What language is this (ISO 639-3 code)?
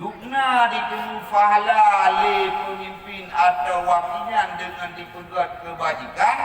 ace